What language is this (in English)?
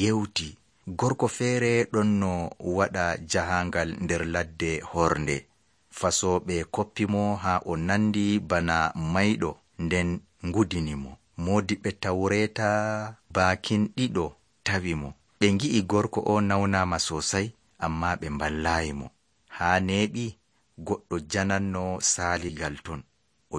Nigerian Fulfulde